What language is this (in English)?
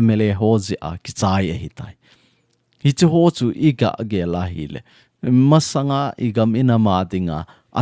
Thado Chin